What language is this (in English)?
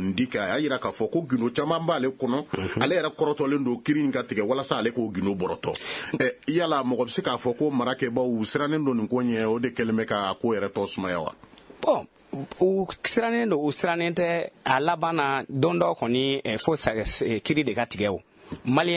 Bambara